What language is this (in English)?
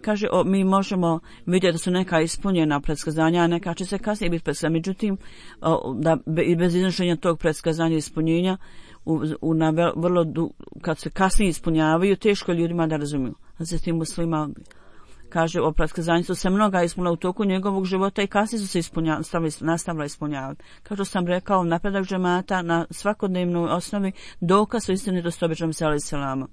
Bosnian